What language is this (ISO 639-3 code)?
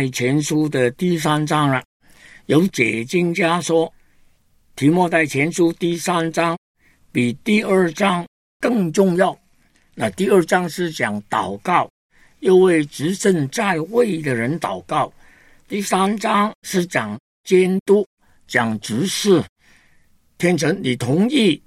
zho